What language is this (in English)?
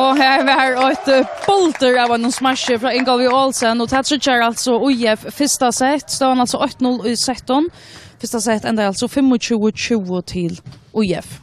Faroese